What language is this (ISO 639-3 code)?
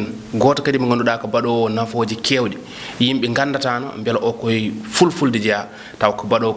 ful